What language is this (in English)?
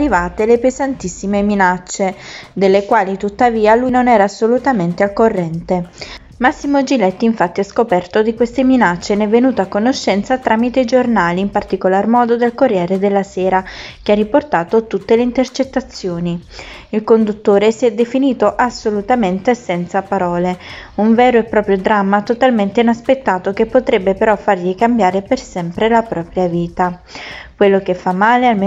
Italian